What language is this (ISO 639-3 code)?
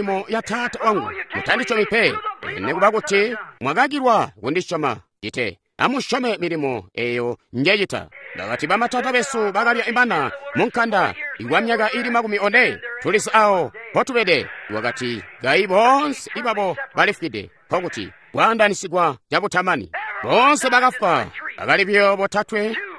toi